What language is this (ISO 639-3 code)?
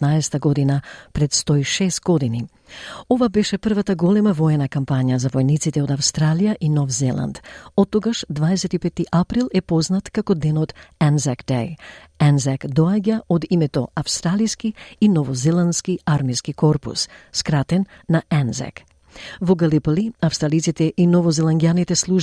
mkd